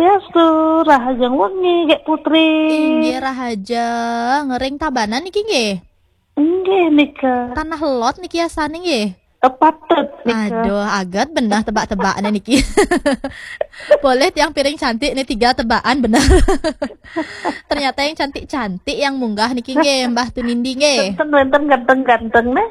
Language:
Balinese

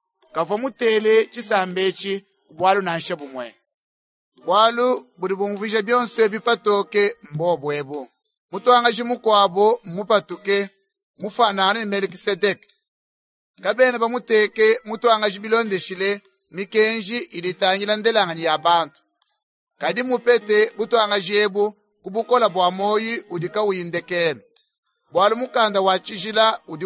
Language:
Luba-Lulua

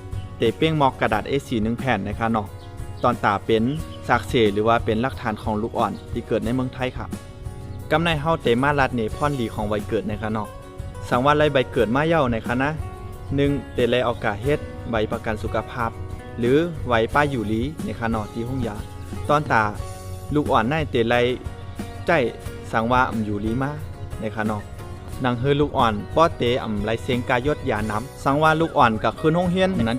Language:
Shan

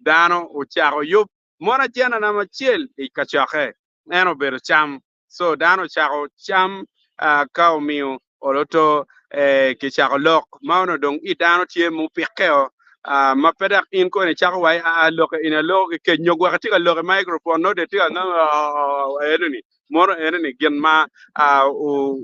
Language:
Acoli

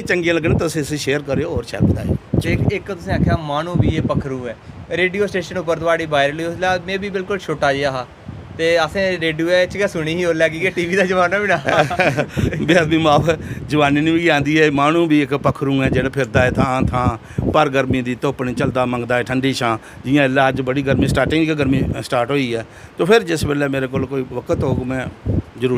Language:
Dogri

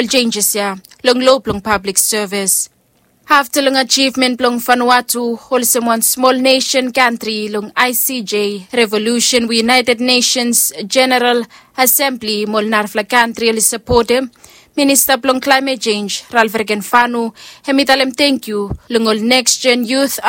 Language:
Bislama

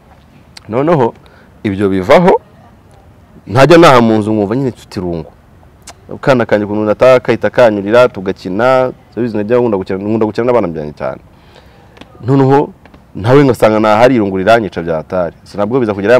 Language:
Kinyarwanda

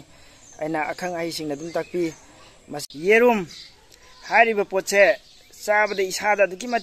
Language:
Manipuri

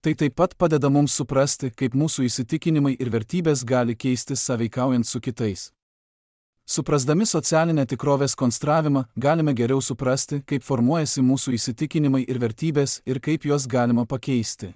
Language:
Lithuanian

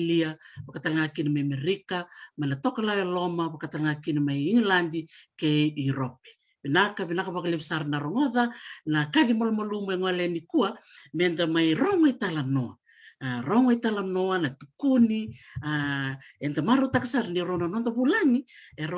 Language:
Fijian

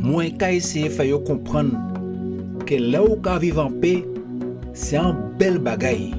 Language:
Guadeloupean Creole French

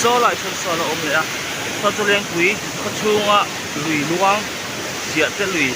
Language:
Mizo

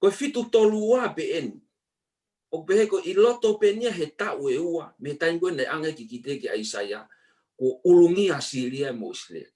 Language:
Tongan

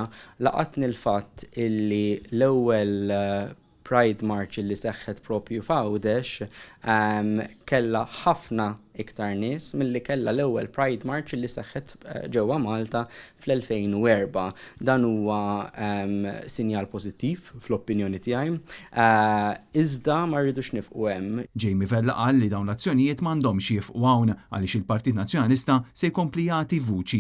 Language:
Maltese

